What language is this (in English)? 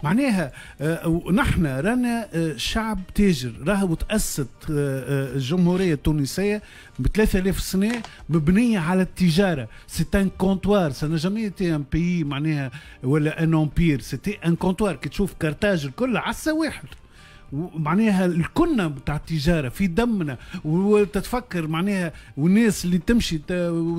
Tunisian Arabic